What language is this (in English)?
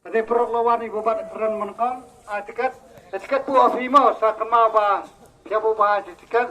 Khasi